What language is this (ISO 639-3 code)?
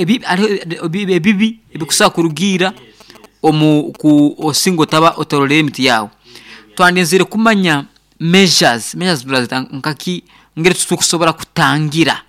nyn